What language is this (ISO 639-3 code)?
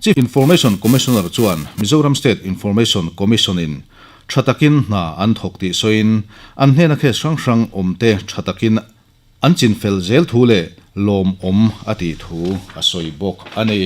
lus